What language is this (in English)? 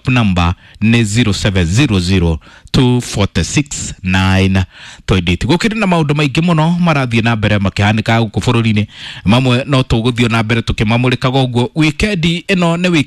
Kikuyu